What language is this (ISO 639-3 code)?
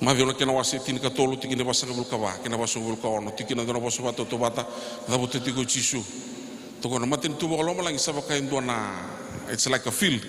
fij